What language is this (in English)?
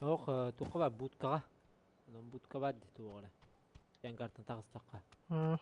Yakut